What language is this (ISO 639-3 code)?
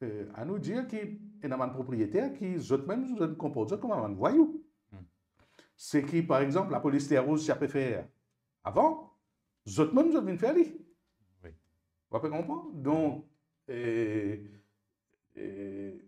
mfe